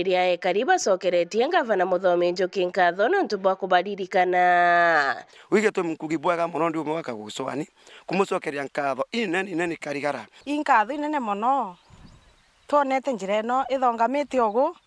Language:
Meru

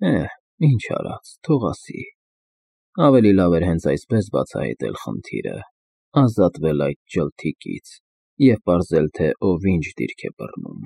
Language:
Armenian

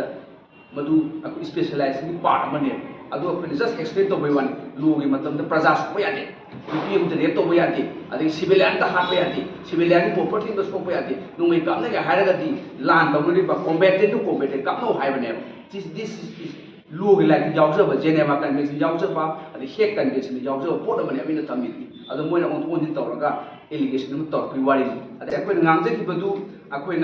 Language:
Manipuri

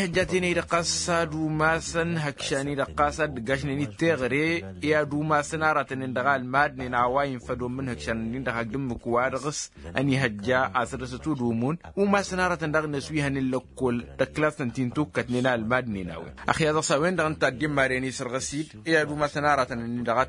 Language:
Tamasheq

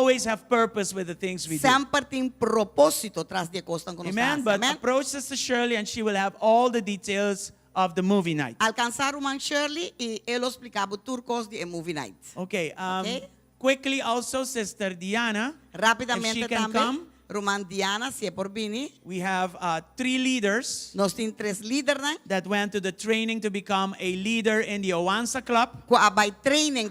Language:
Papiamento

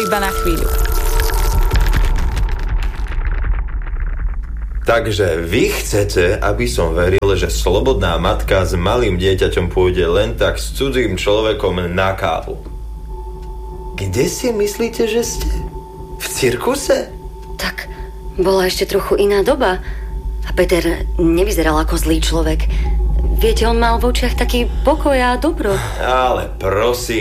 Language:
Slovak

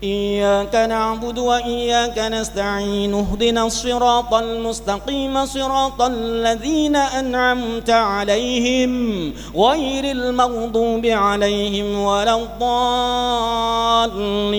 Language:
Madurese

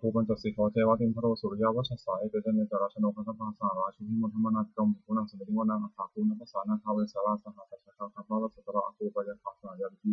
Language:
Pali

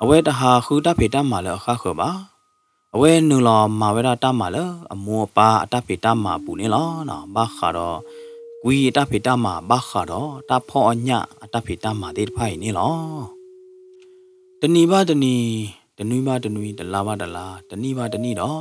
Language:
S'gaw Karen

